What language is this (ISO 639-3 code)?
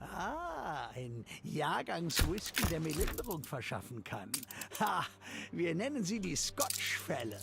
bar